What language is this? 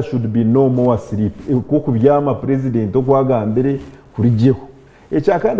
Nyankole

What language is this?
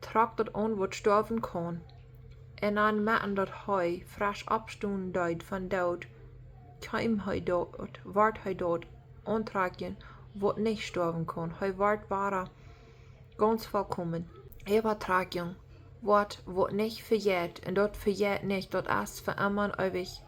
Plautdietsch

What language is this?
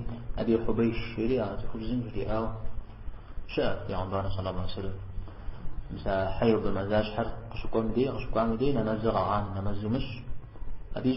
Kabardian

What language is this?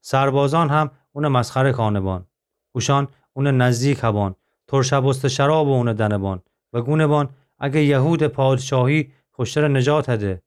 Gilaki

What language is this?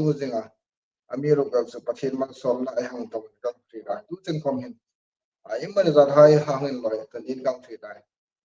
Hmar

